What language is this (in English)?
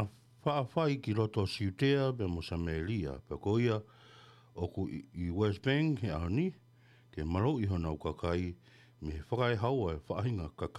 Tongan